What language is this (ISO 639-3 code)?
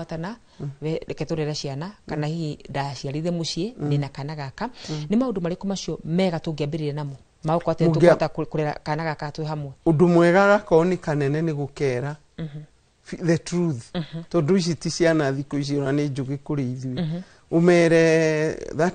kik